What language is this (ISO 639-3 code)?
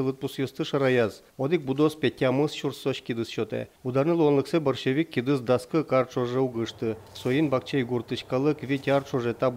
udm